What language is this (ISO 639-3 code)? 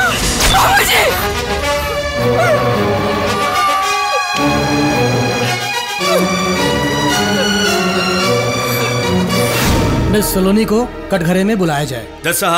bho